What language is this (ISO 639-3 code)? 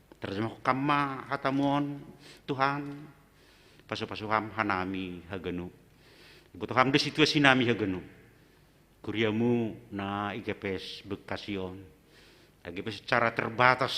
bts